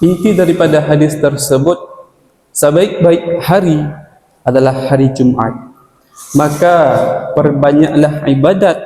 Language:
Achinese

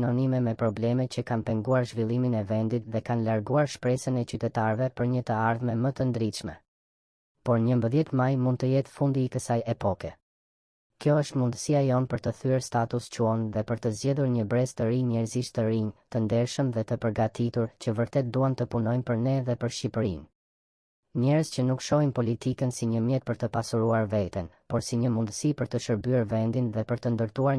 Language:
Albanian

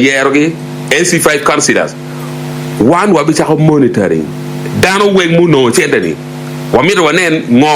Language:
Acoli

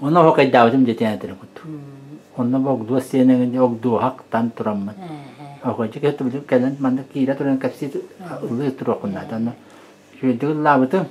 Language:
Yakut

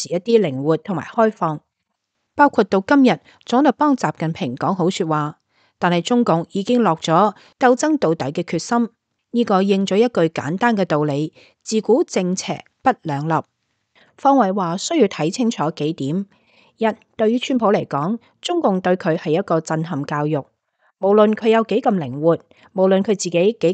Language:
Cantonese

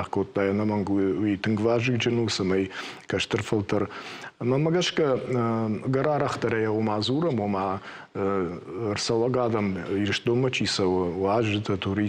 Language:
Ossetic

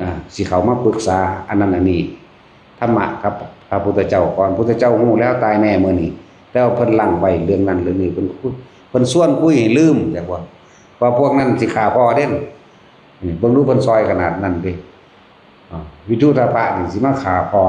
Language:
Northeastern Thai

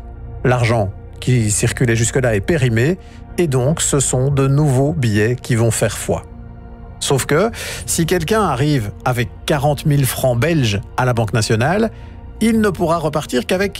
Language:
French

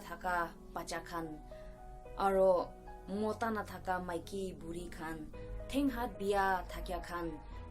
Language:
Naga Pidgin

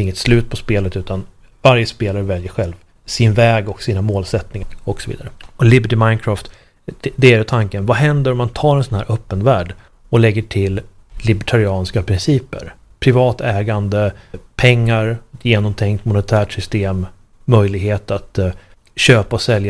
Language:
Swedish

